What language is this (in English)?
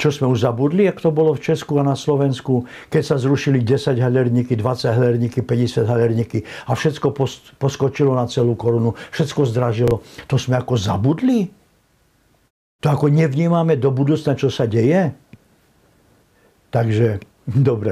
Slovak